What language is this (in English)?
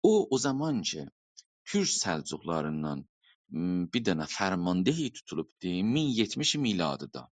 South Azerbaijani